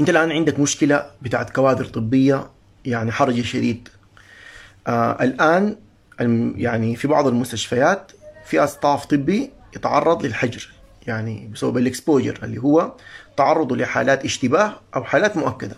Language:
Sudanese Arabic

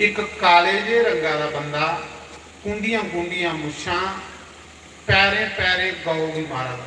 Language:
Dogri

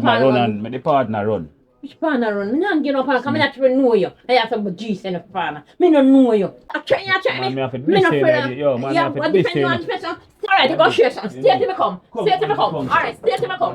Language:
Jamaican Creole English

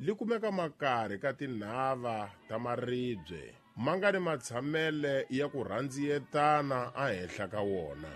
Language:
Tsonga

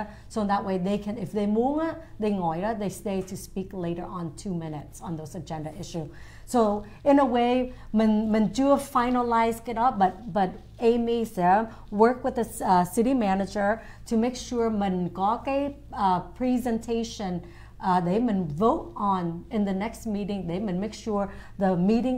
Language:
Vietnamese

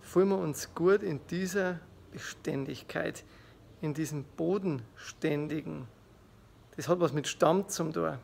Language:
Bavarian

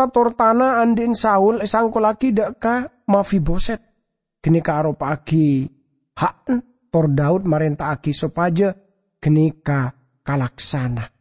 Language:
Madurese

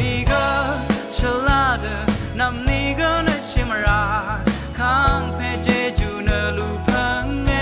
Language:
Rawang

